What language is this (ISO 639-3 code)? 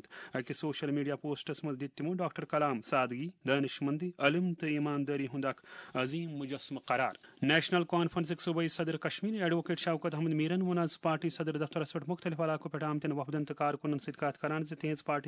kas